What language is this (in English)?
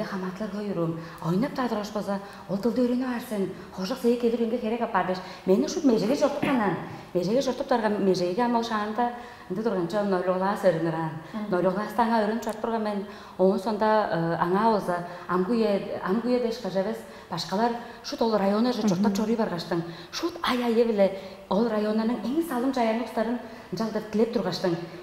Tuvinian